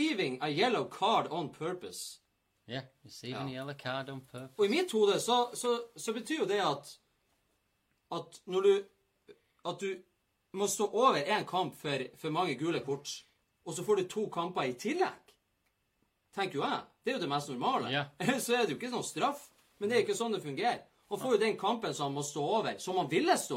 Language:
Norwegian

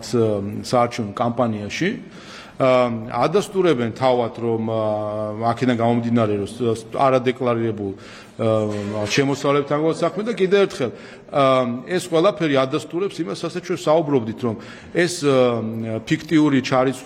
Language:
Georgian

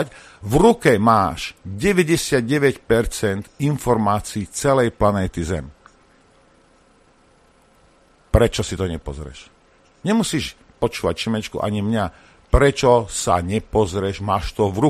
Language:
Slovak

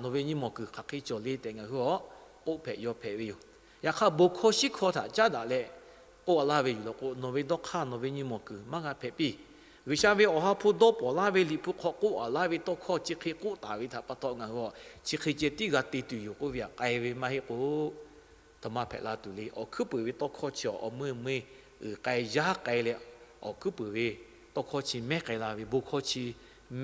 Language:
Lahu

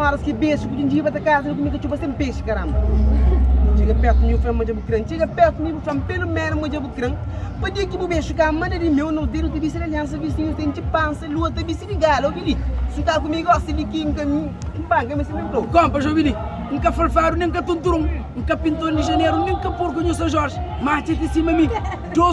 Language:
Kabuverdianu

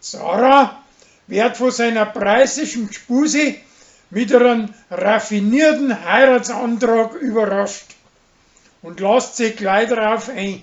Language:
Bavarian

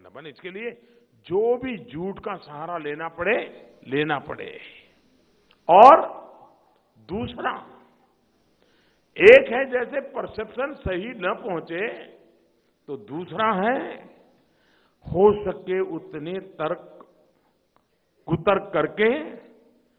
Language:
Hindi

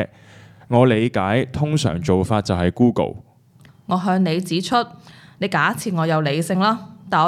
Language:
Cantonese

